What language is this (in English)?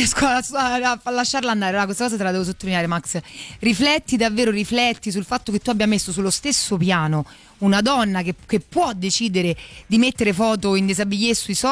Italian